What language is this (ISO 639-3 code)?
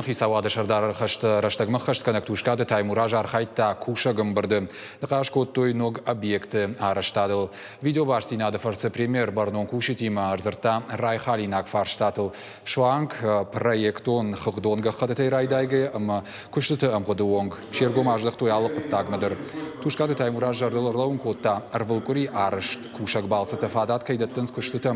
oss